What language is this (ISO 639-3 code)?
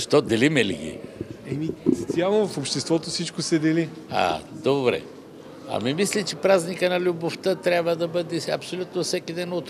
bul